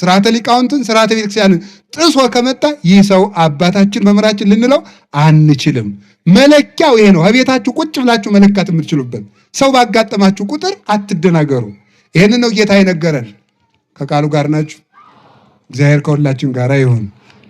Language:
Amharic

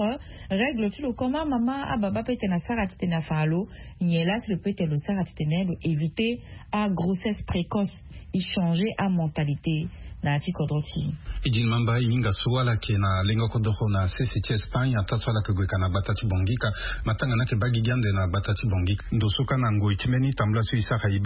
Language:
Sango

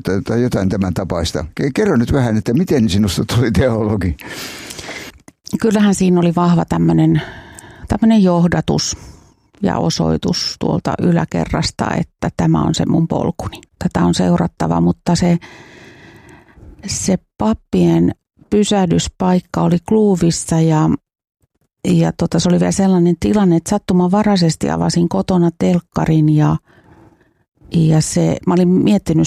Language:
Finnish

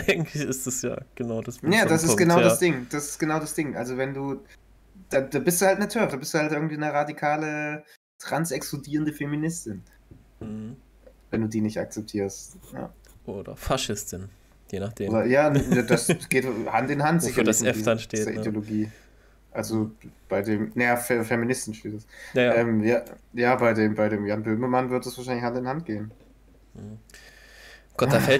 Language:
German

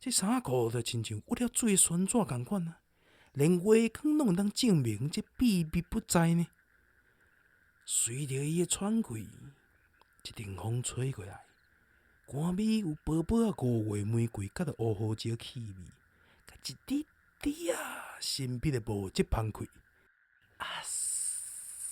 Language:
Min Nan Chinese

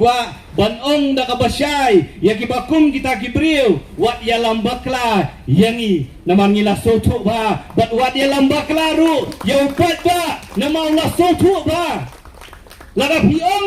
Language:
Khasi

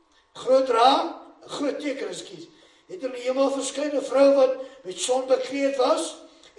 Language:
Afrikaans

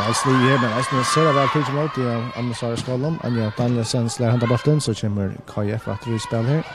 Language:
Faroese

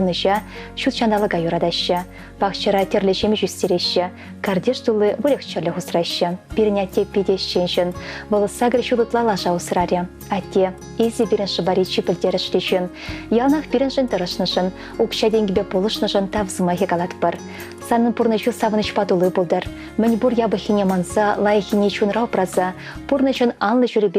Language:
Chuvash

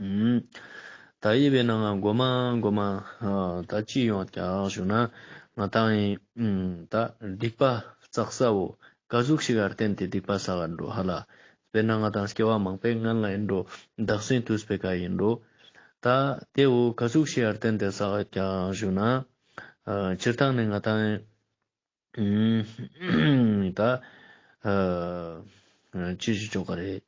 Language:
Ladakhi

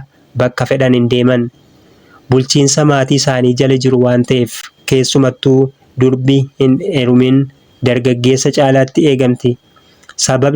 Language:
Oromo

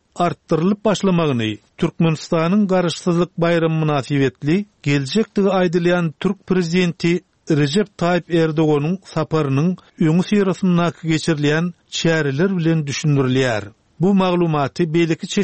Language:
Turkmen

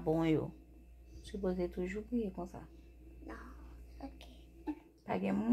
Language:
Haitian Creole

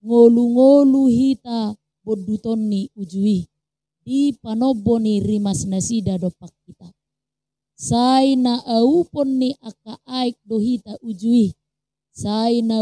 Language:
Batak Toba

